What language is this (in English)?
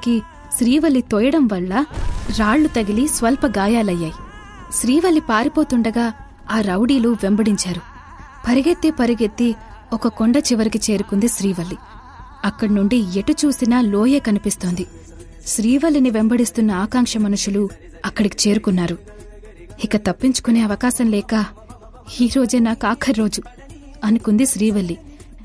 Telugu